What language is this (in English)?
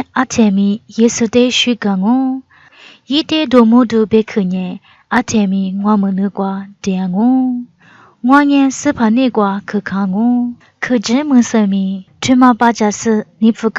Lisu